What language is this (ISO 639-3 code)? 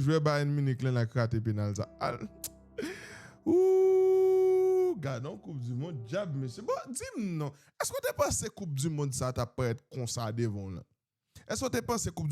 hat